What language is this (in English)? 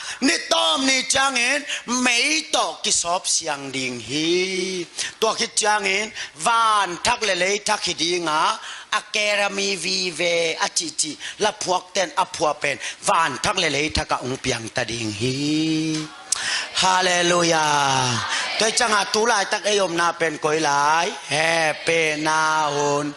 Tedim Chin